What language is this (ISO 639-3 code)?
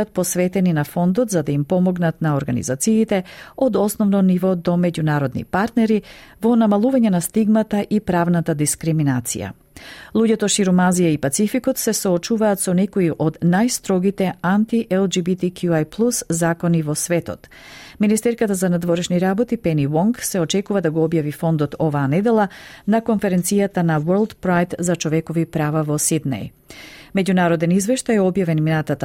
mkd